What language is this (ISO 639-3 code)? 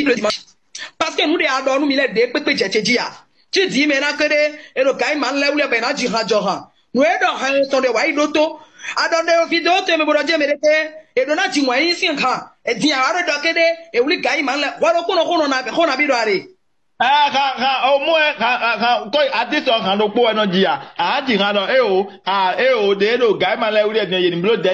fon